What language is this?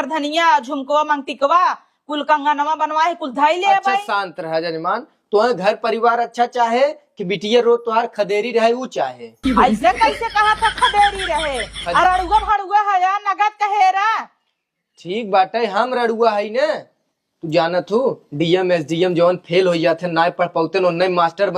Awadhi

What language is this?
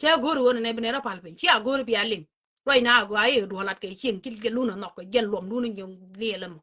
Nuer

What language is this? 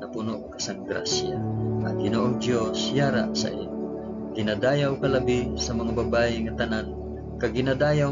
Hiligaynon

